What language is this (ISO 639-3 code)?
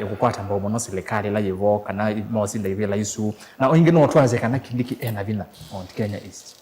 kam